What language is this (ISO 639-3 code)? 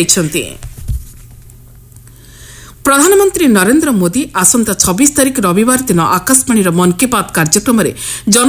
ori